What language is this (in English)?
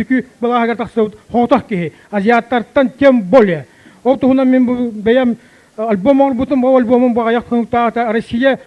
Yakut